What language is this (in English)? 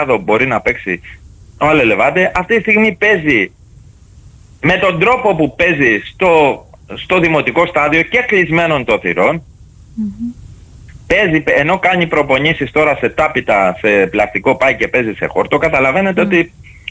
Greek